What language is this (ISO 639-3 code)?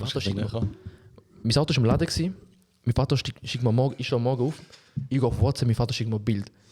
gsw